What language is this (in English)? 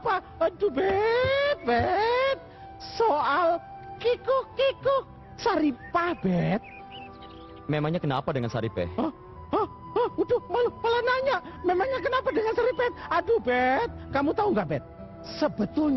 Indonesian